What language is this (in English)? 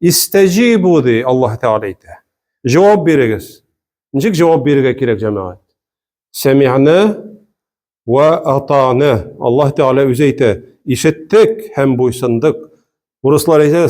Tatar